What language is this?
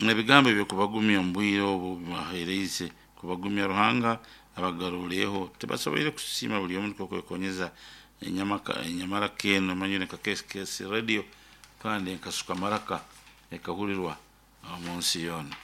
Nyoro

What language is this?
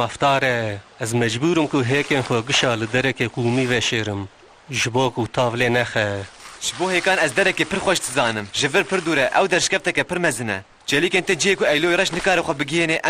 Kurdish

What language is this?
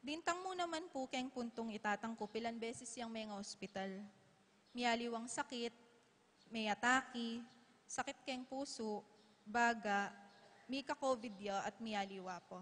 Pampanga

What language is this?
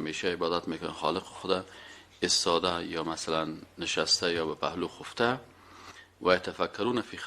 Persian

